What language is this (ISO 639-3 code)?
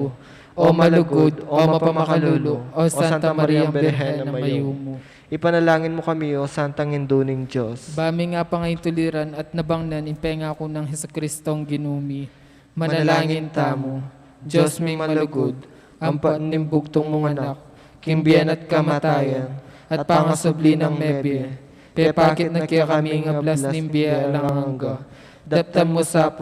pam